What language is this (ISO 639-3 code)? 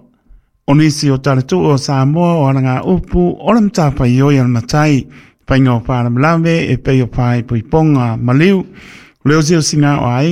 smo